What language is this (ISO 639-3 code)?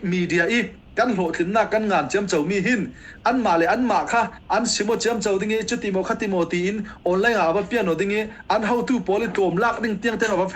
cfm